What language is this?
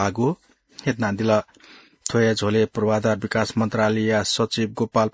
Newari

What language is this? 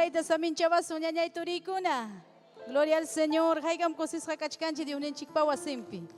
Ayacucho Quechua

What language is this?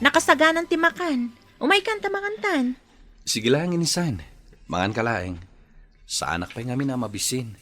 Iloko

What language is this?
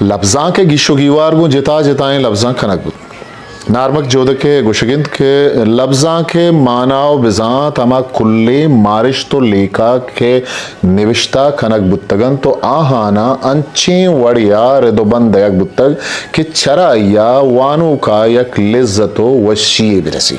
Eastern Balochi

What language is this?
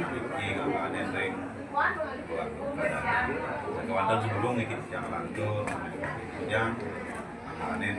Balinese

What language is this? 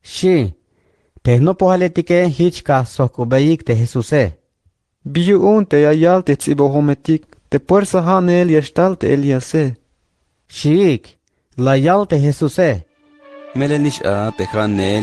Tzeltal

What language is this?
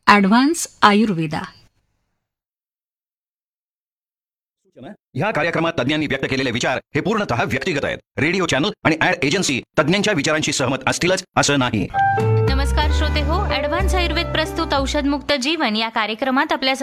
Marathi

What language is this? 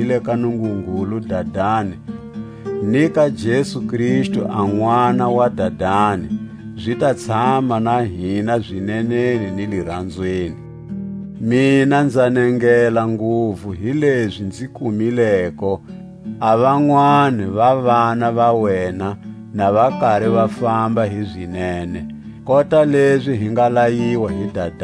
Tswa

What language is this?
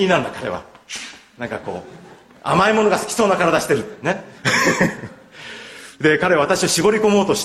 Japanese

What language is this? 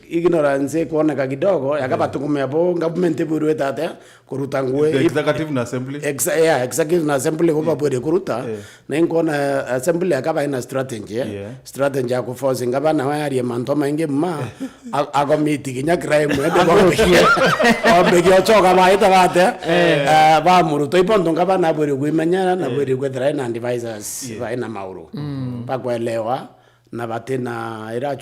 Meru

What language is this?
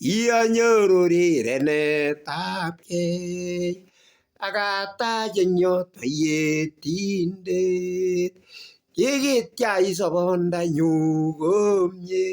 Kalenjin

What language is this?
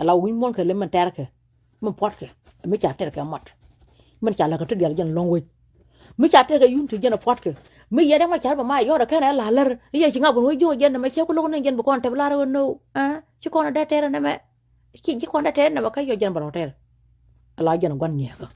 Nuer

